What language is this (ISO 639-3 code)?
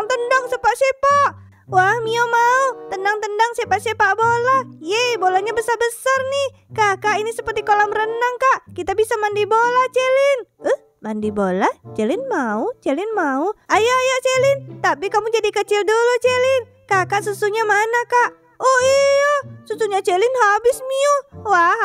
ind